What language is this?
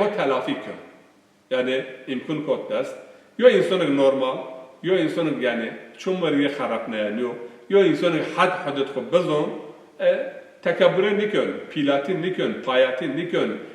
Zaza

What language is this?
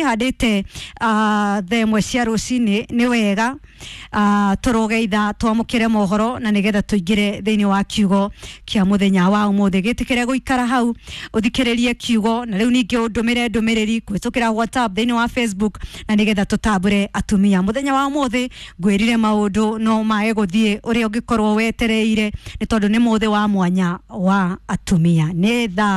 Kikuyu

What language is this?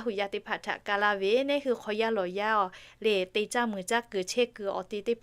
Lahu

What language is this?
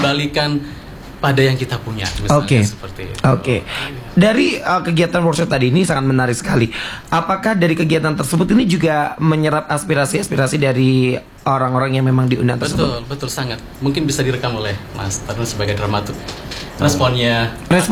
Indonesian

